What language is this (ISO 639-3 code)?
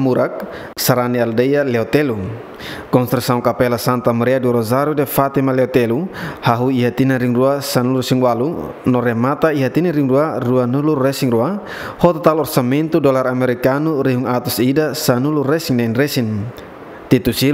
tet